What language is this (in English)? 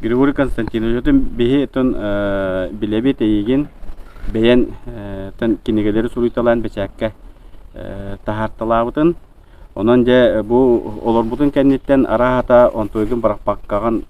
Yakut